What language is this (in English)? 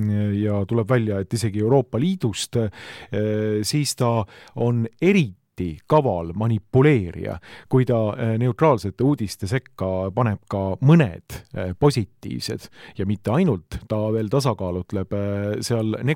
Estonian